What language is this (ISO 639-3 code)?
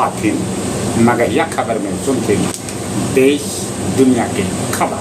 mag